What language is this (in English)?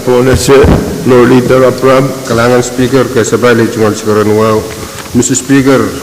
Pohnpeian